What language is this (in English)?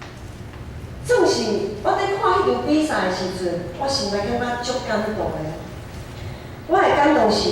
Min Nan Chinese